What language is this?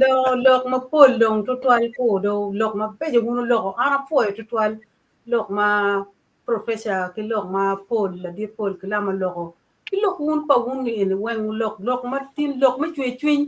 Acoli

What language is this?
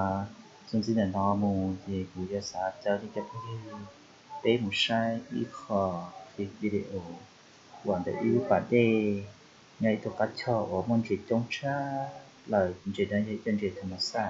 Hmong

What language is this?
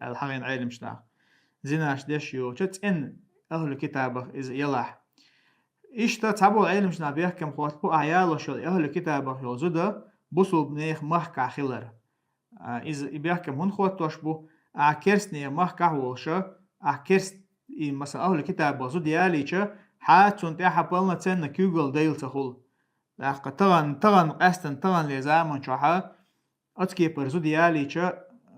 Chechen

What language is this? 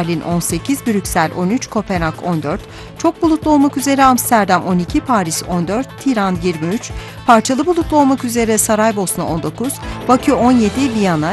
Turkish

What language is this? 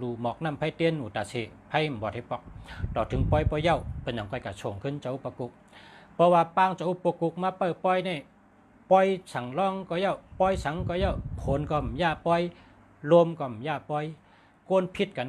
Shan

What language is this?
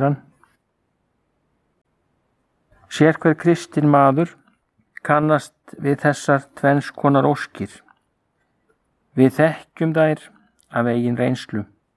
Icelandic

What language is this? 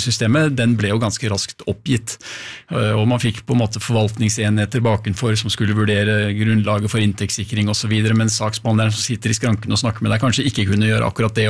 Norwegian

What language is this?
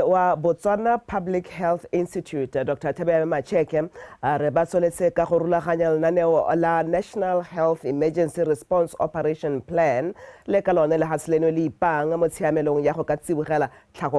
Tswana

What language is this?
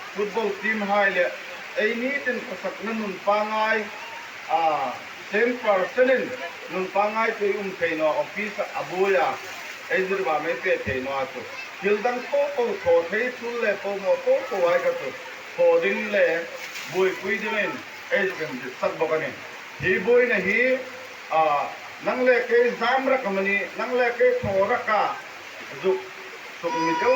Hmar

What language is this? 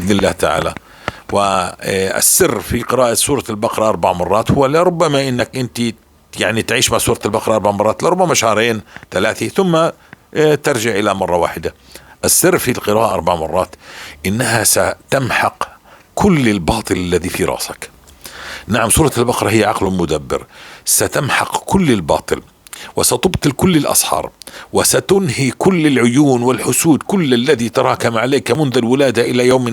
North Levantine Arabic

